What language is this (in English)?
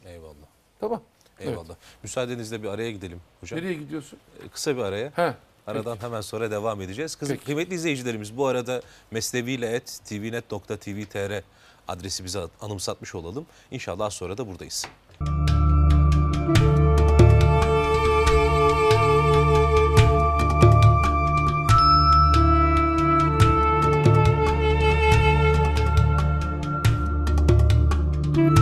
Turkish